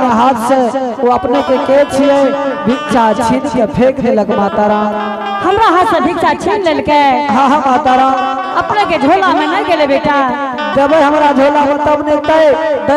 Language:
Angika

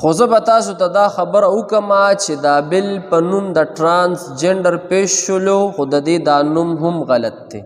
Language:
Pashto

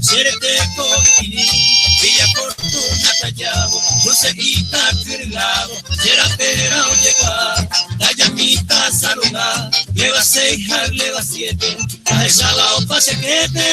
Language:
Guarani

